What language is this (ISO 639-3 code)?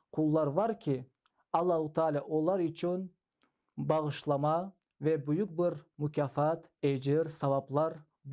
crh